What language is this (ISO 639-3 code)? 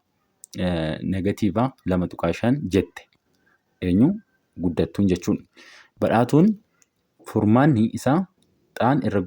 orm